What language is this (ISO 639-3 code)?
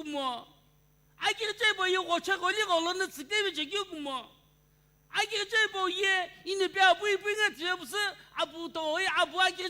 nsm